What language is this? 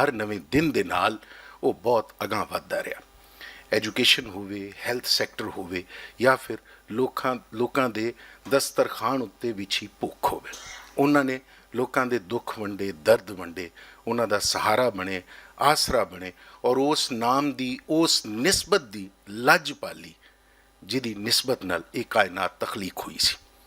Western Panjabi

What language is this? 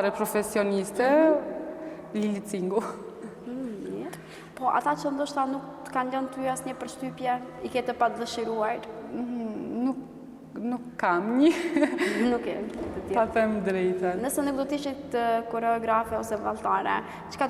Albanian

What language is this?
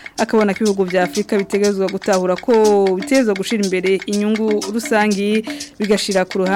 Rundi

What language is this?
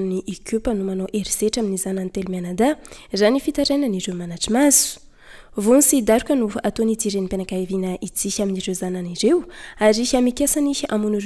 Malagasy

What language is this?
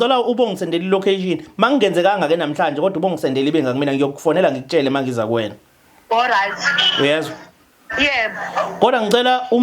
Zulu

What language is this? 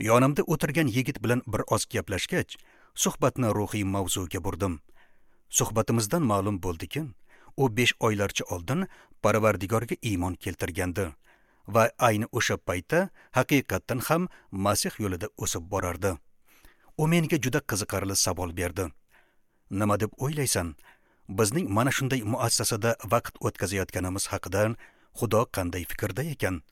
Uzbek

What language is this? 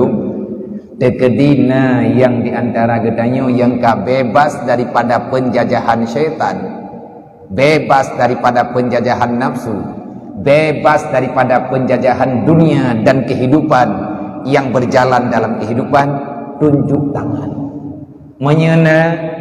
Achinese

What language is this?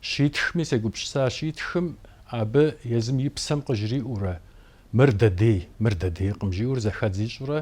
Kabardian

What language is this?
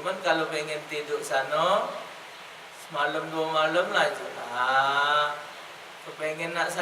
Musi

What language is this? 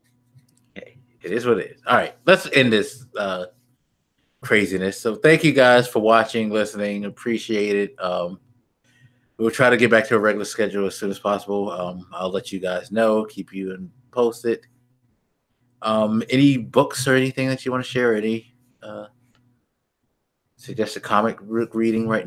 English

